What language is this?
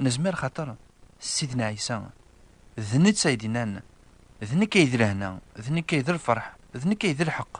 Kabyle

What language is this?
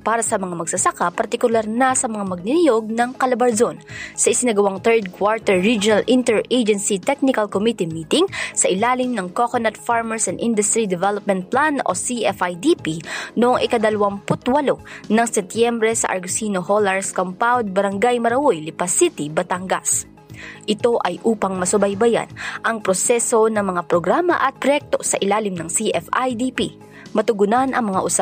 Filipino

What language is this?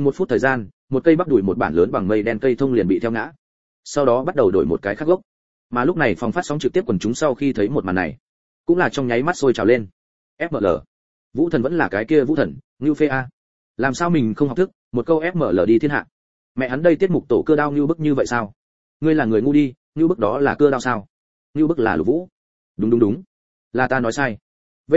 Vietnamese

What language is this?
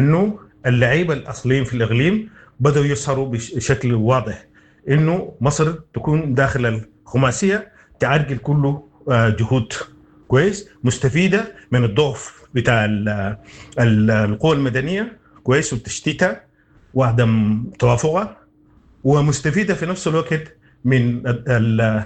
Sudanese Arabic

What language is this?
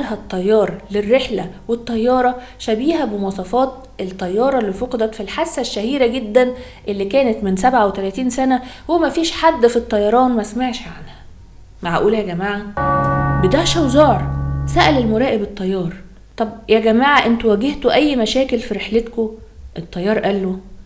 Egyptian Arabic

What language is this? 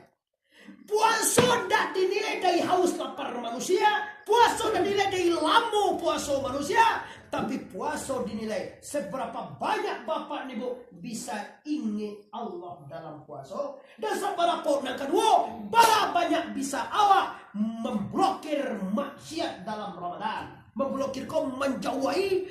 Minangkabau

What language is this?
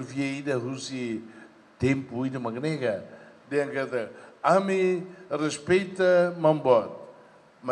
Tetum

